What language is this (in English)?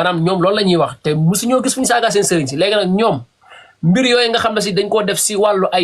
Wolof